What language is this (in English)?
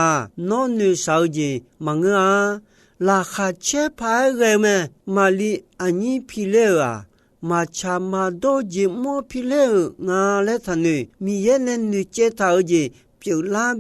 Akha